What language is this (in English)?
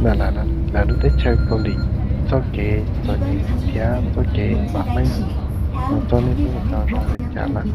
Hmong